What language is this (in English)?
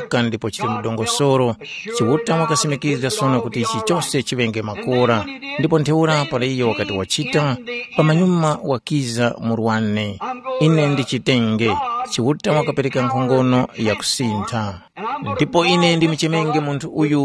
Tumbuka